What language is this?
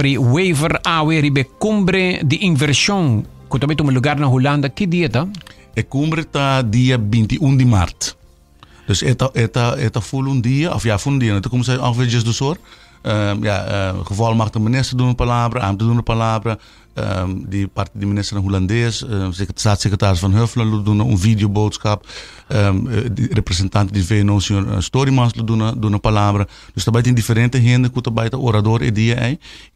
Papiamento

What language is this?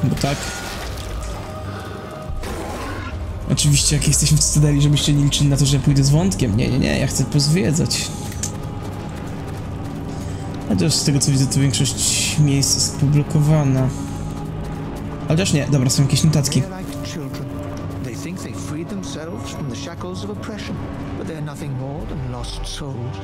Polish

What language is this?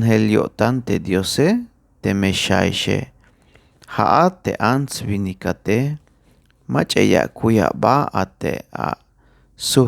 Tzeltal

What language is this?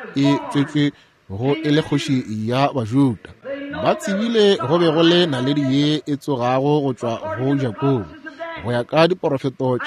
Northern Sotho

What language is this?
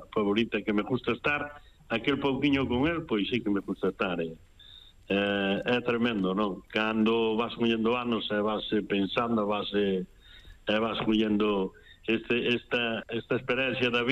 Galician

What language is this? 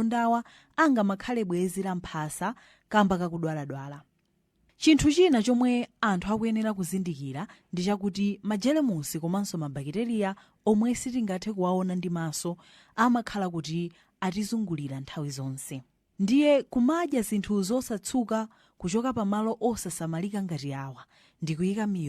Nyanja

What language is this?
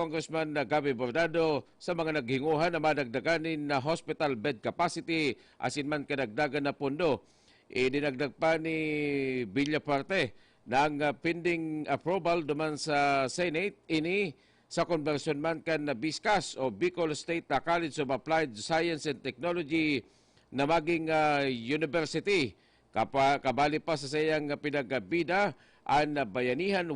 Bikol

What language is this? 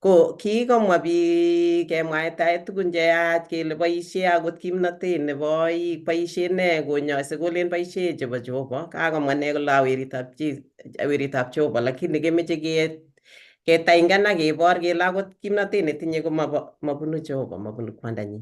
Kalenjin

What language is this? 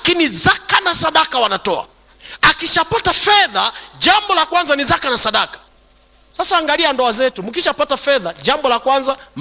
Swahili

